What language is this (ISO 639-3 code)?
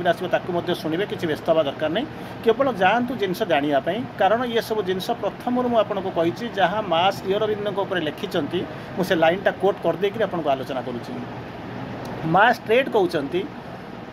ori